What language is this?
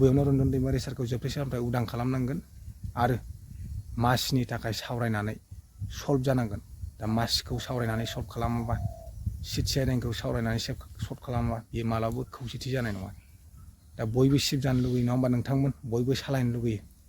Bodo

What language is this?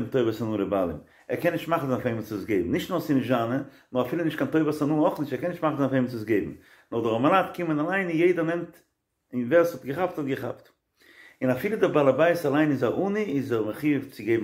Yiddish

